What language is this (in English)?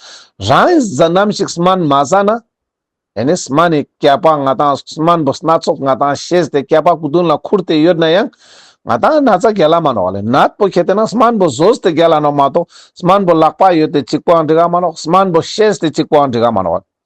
Ladakhi